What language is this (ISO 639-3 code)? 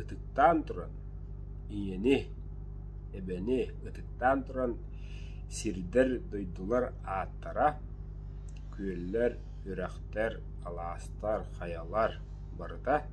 sah